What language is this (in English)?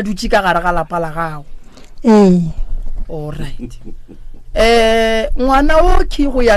Northern Sotho